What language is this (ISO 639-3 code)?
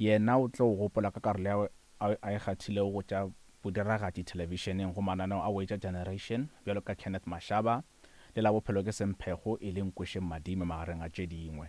nso